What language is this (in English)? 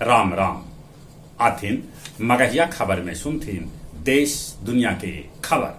Magahi